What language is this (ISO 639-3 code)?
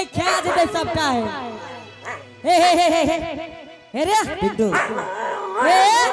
anp